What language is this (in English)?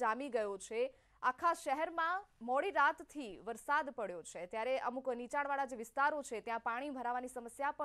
Gujarati